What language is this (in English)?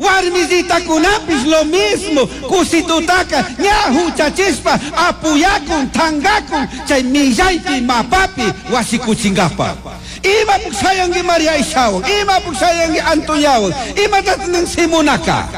Chimborazo Highland Quichua